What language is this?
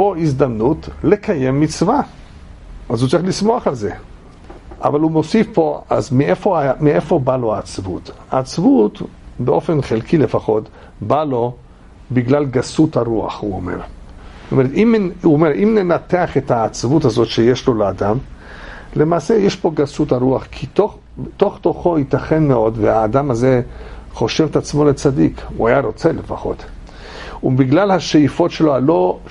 Hebrew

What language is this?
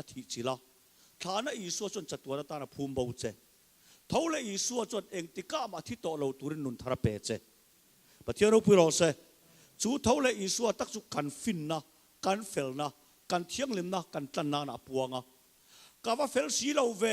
Mizo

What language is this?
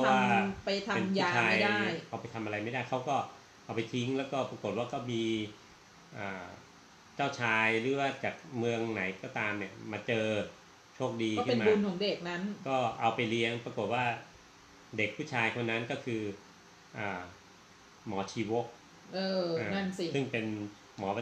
Thai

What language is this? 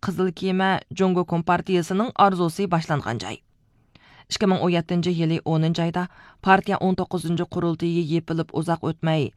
Uyghur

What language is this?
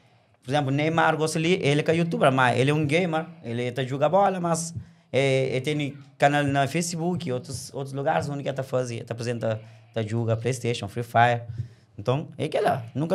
Kabuverdianu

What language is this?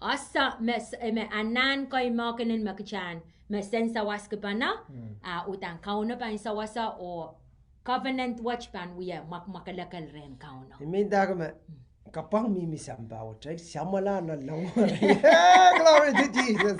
Pohnpeian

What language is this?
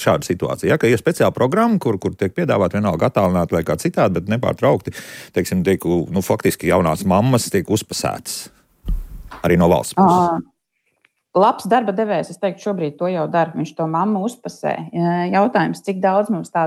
Latvian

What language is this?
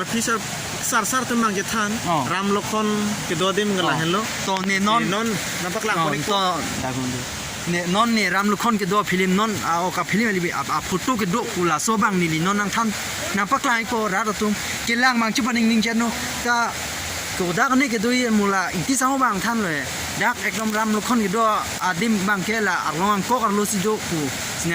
Karbi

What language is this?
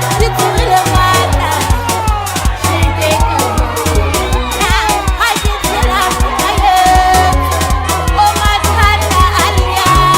Northern Sotho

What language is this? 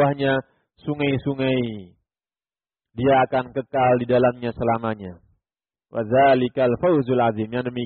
Indonesian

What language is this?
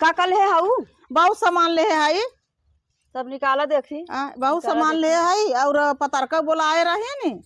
Awadhi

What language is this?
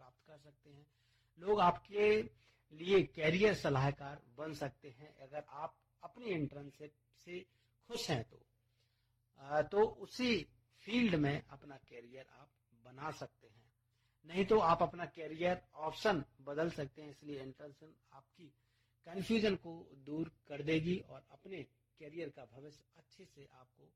Hindi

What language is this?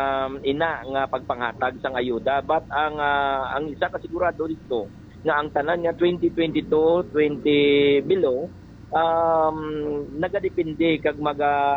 Hiligaynon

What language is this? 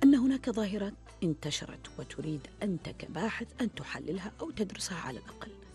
Arabic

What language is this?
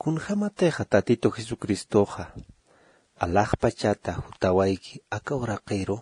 Aymara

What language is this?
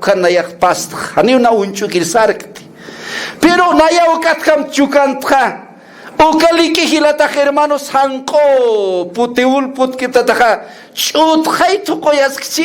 Aymara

